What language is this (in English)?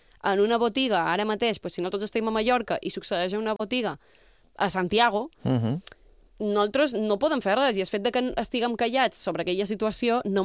Catalan